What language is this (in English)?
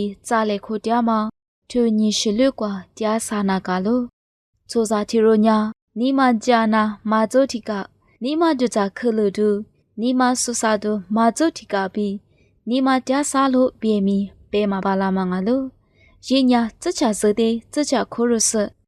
Lisu